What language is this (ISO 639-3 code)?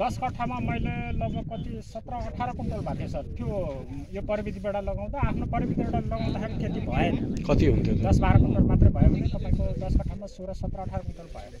nep